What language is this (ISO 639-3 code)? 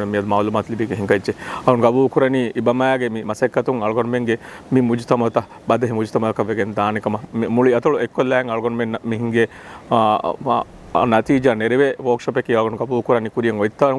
div